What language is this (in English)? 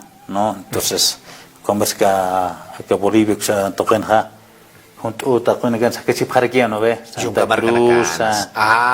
Aymara